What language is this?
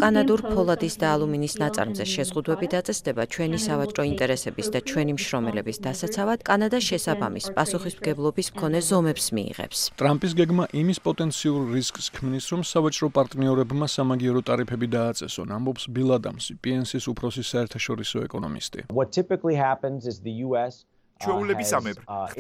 Georgian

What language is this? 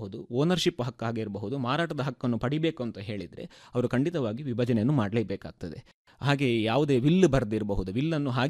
Kannada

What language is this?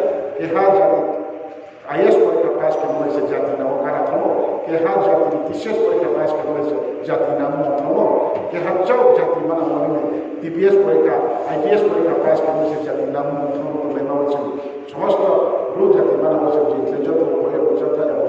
Riang (India)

